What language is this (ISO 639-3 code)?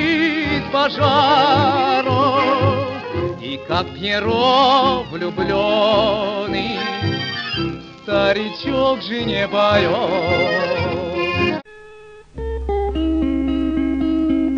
rus